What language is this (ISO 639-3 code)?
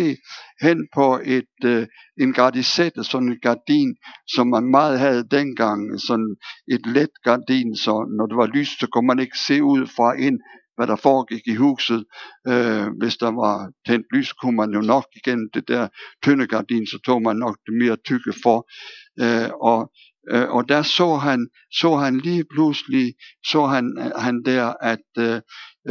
dan